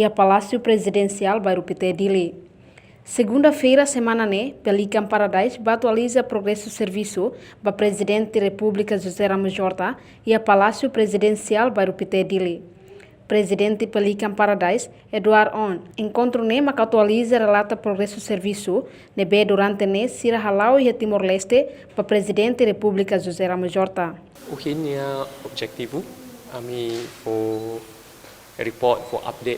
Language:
Tetum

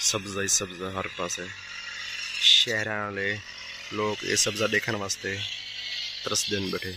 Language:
Saraiki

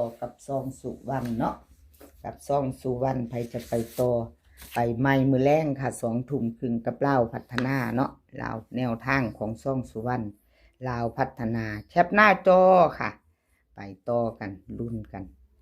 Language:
Northeastern Thai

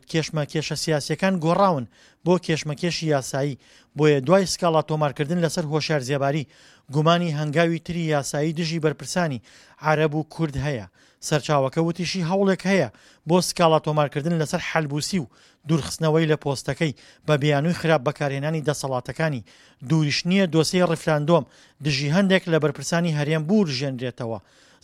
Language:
Central Kurdish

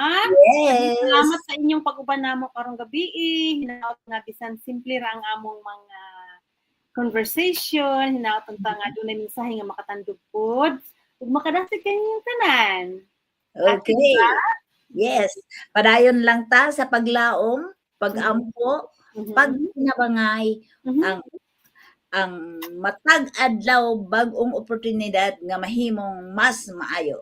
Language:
Cebuano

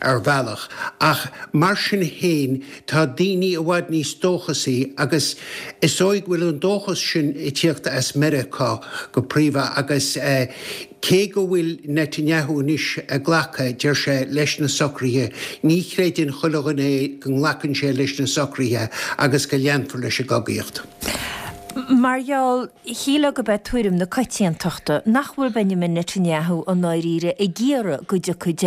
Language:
Irish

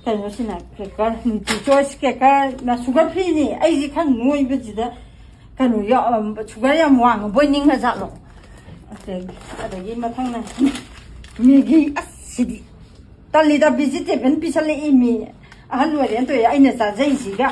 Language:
Manipuri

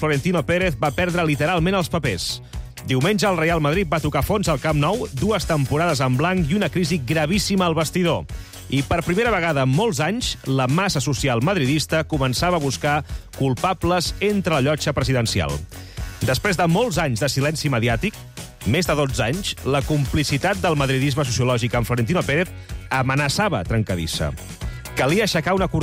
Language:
Catalan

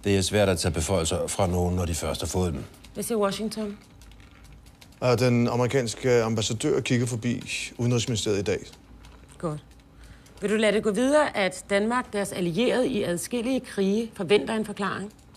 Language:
Danish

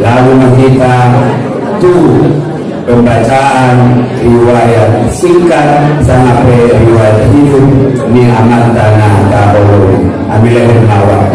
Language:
Batak Angkola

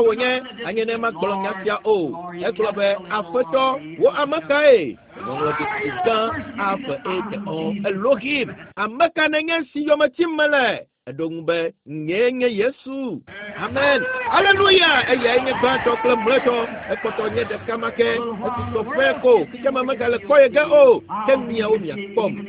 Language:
Ewe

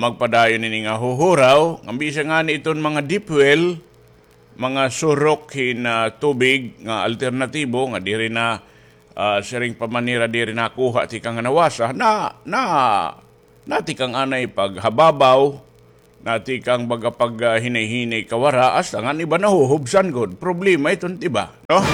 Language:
Waray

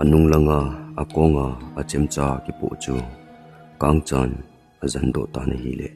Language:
Thado Chin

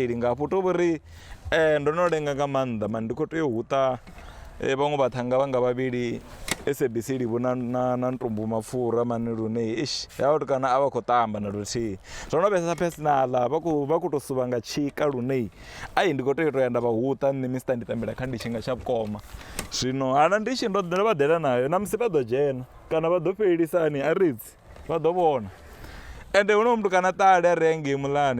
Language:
Venda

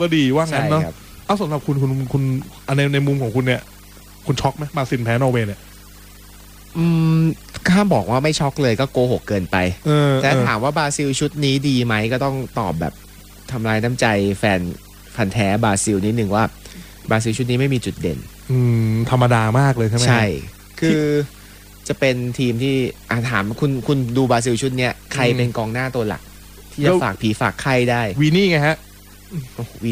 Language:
Thai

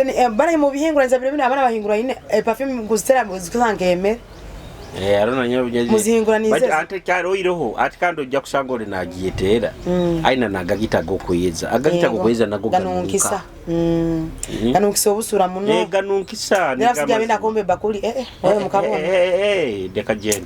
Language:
Nyoro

